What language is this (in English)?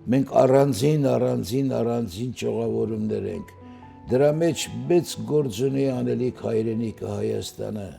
Western Armenian